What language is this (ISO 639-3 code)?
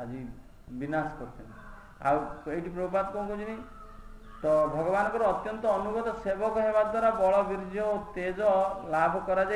ori